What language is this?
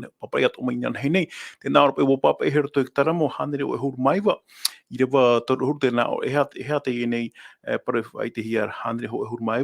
Tahitian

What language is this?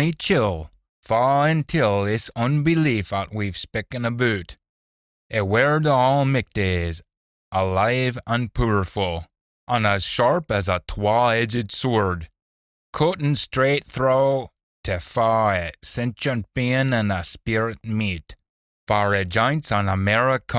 Scots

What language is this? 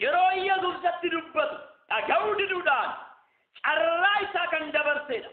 Oromo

